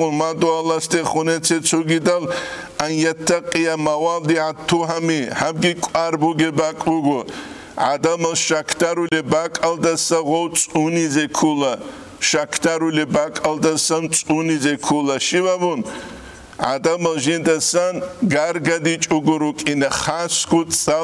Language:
Avaric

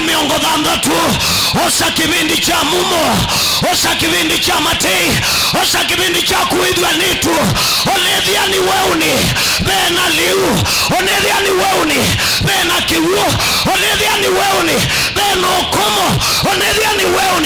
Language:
Kamba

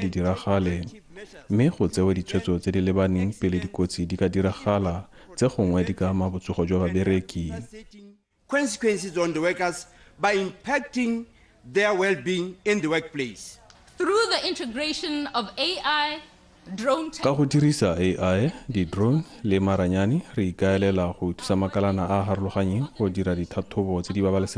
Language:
Tswana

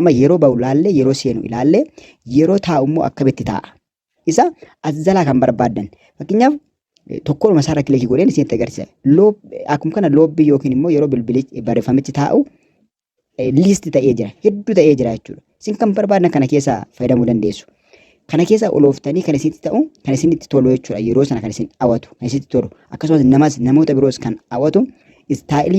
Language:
Oromo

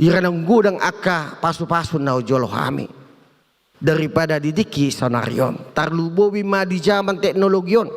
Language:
Batak Toba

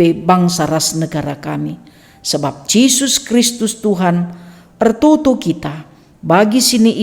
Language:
Batak Karo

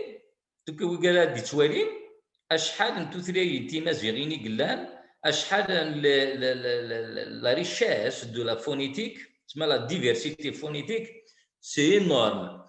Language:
Kabyle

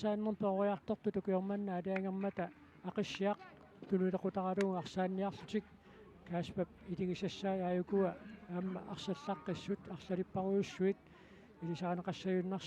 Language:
Kalaallisut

